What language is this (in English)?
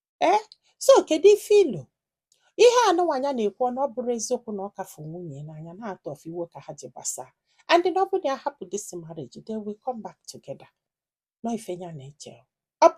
Igbo